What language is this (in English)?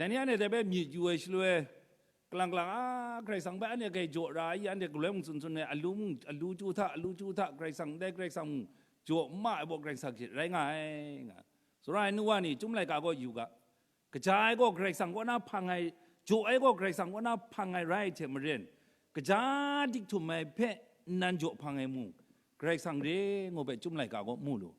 Kachin